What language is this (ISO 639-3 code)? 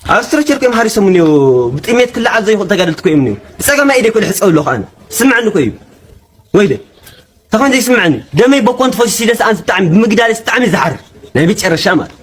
tir